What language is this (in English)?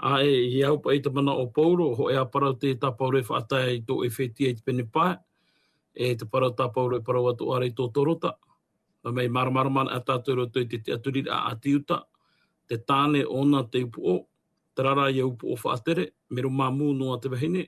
Tahitian